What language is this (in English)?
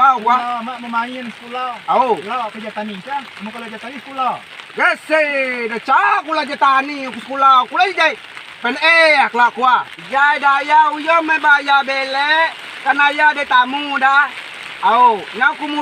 Rejang